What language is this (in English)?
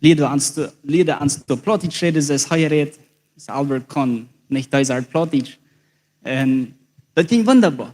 Plautdietsch